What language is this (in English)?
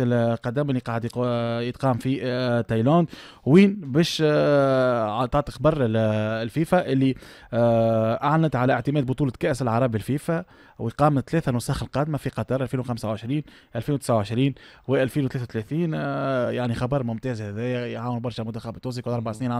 Tunisian Arabic